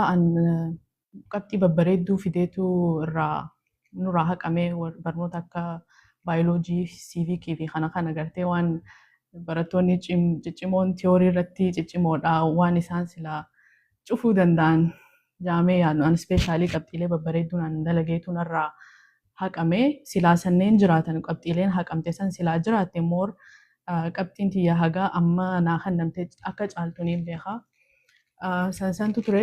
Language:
Oromo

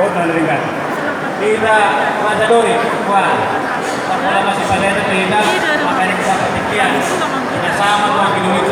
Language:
Batak Toba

